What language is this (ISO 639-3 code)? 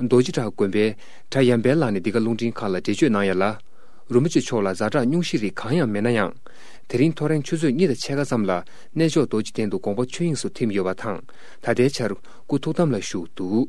bod